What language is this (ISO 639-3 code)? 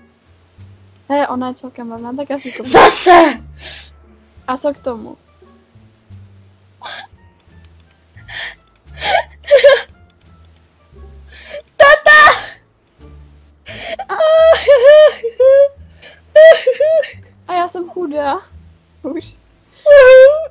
ces